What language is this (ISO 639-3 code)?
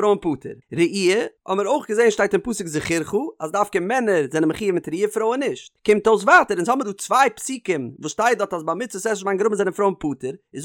yid